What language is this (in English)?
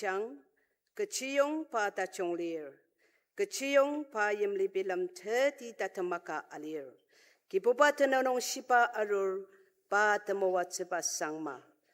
Ao Naga